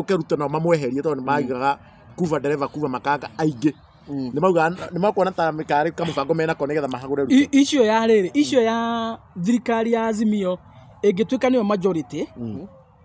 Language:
Kikuyu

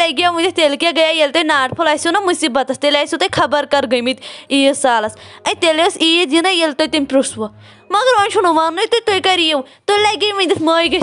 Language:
Kashmiri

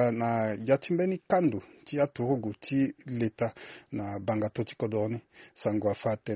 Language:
Sango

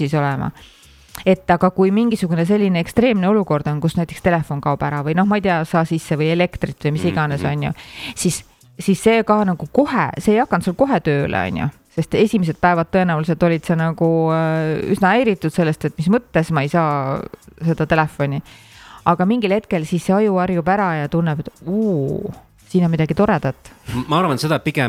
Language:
Estonian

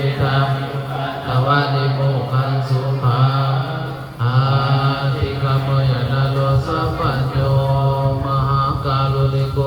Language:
Pali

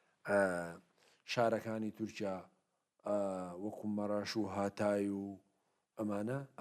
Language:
Central Kurdish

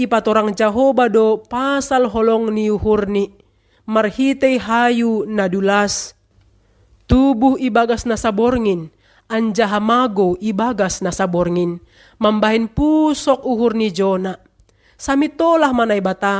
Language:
Batak Simalungun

